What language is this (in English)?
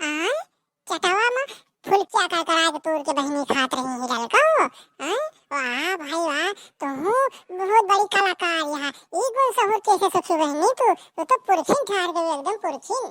Awadhi